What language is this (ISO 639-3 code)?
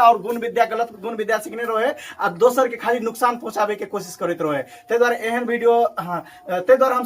mai